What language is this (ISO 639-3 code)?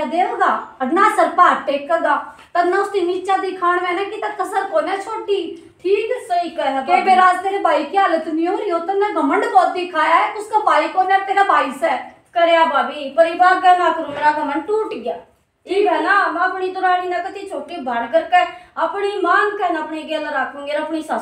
bgc